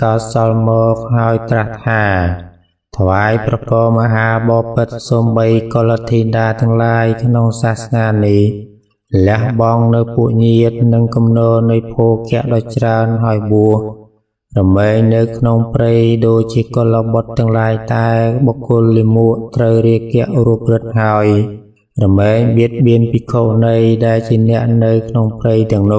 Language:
Khmer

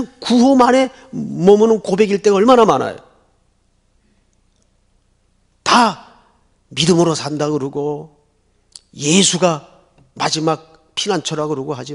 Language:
Korean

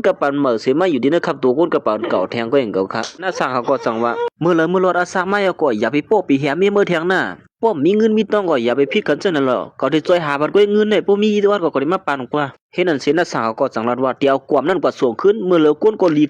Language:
Shan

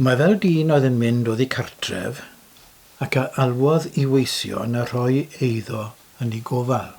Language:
Welsh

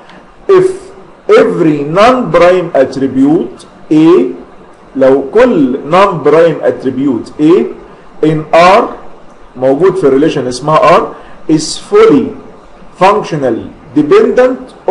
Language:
Egyptian Arabic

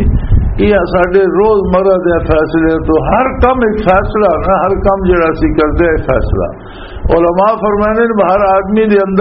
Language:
Western Panjabi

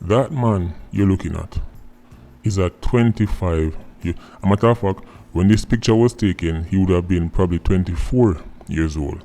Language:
Jamaican Creole English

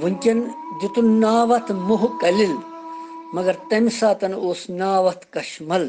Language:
Kashmiri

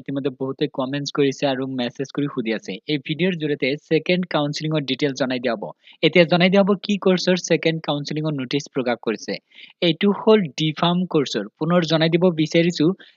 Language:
Assamese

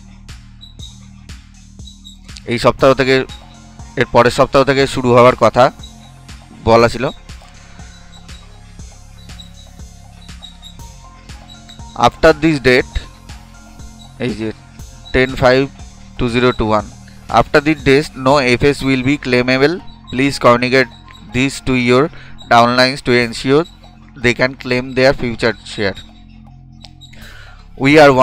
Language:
Bangla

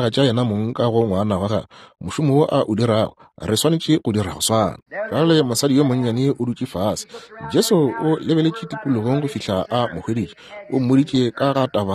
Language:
Northern Sotho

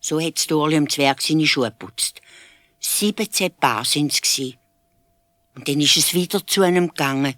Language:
Swiss German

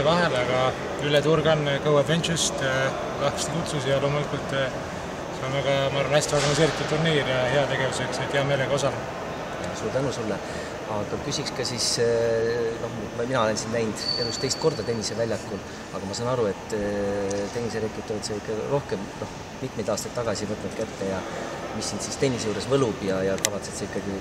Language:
Estonian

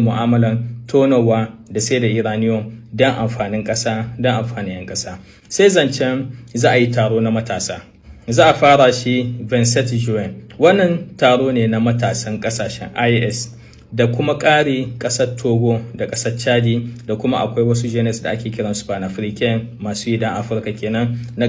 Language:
Hausa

